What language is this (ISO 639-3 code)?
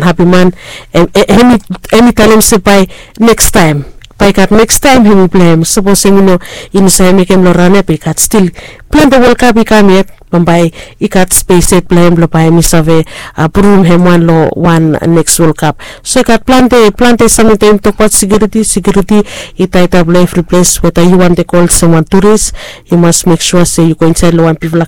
bis